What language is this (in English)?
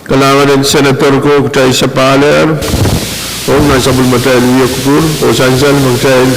Pohnpeian